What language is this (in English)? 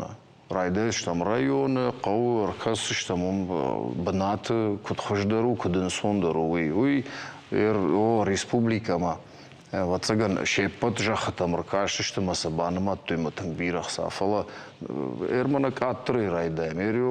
Ossetic